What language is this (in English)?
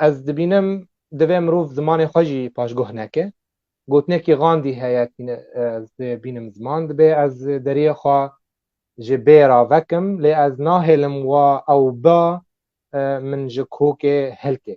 Kurdish